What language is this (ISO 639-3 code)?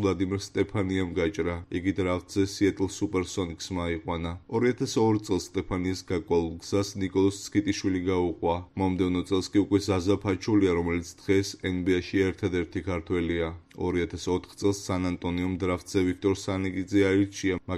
kat